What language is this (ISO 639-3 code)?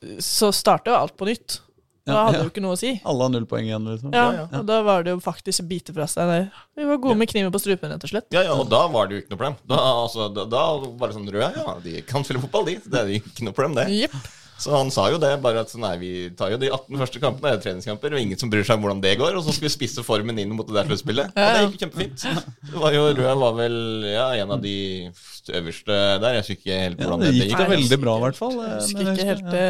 nor